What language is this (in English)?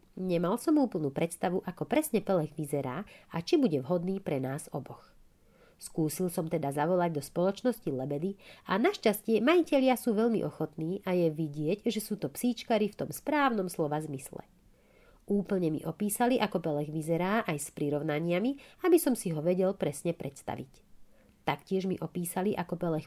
Slovak